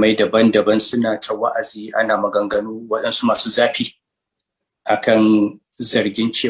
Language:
Hausa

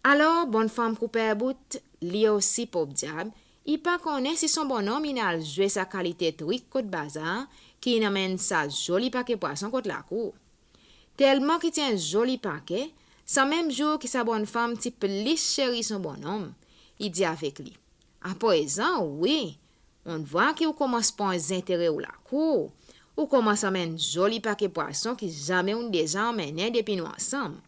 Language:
Seselwa Creole French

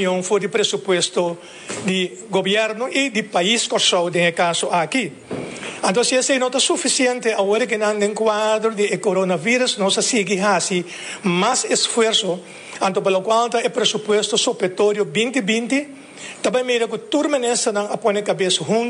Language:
Papiamento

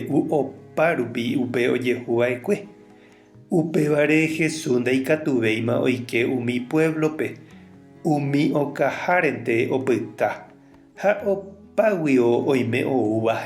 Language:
Guarani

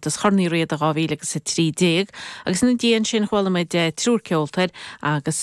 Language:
Irish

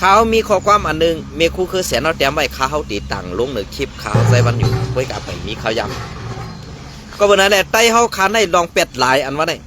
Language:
Shan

